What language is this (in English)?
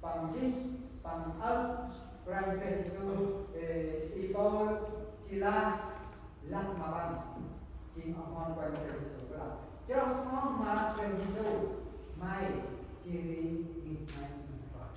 Central Mnong